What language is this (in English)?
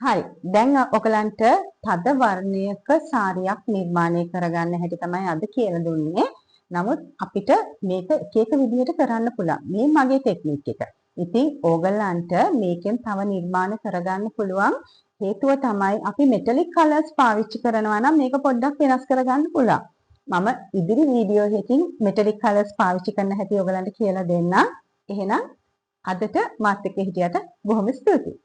Sinhala